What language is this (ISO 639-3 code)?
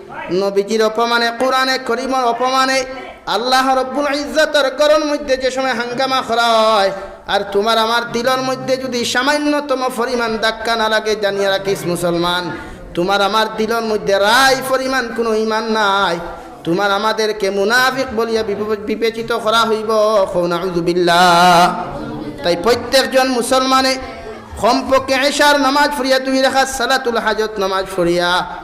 syl